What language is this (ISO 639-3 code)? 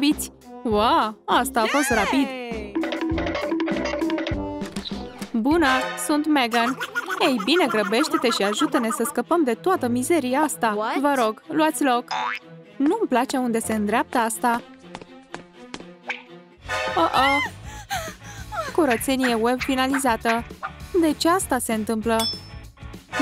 ron